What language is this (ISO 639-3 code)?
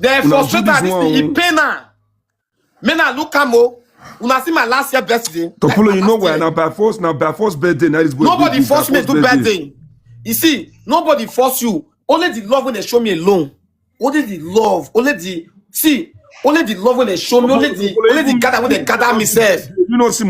pcm